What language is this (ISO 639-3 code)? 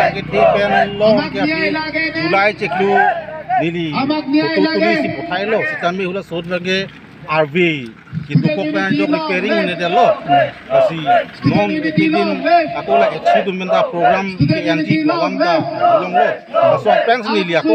mjw